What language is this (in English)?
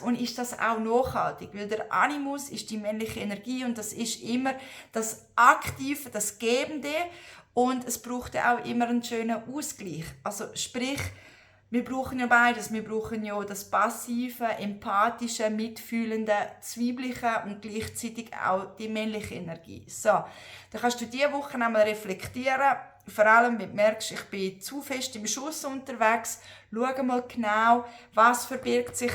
Swiss German